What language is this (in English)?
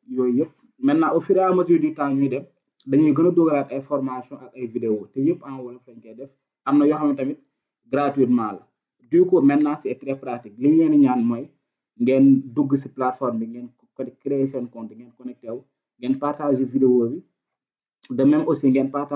Wolof